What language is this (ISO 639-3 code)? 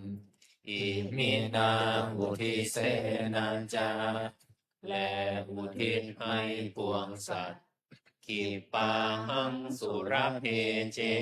pli